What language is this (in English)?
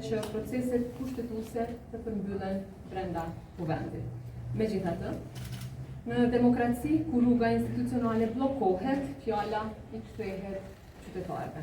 Albanian